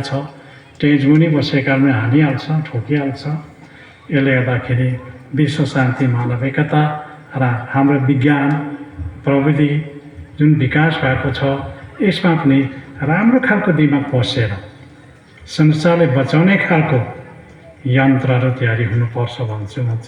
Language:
Nepali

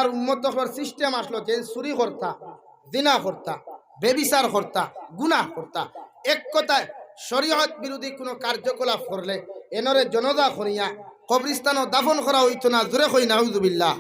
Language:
Sylheti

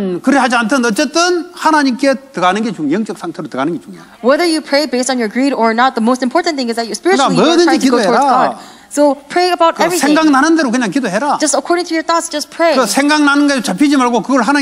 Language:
Korean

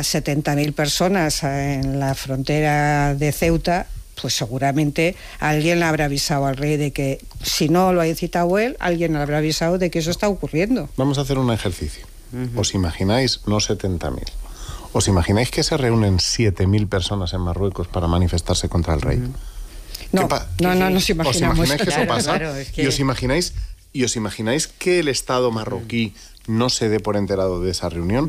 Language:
Spanish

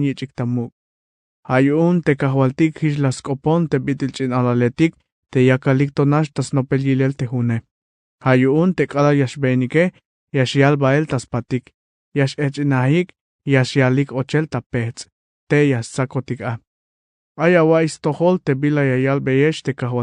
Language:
Tzeltal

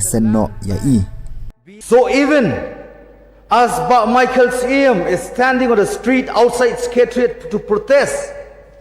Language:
Khasi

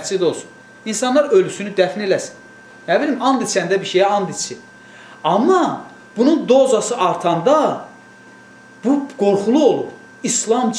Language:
Azerbaijani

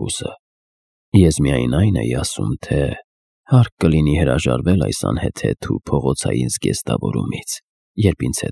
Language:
Armenian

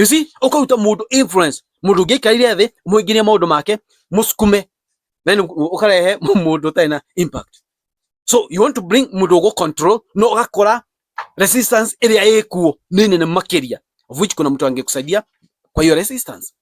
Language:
Kikuyu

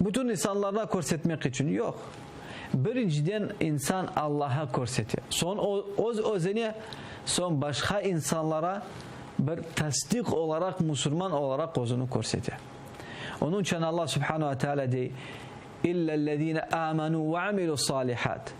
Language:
Crimean Tatar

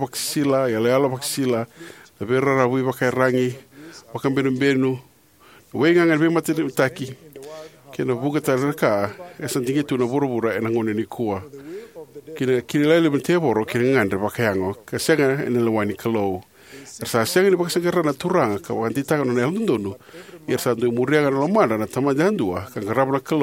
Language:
Fijian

